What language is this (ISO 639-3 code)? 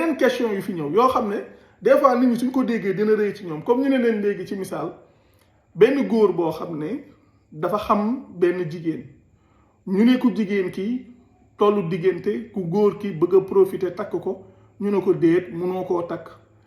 wol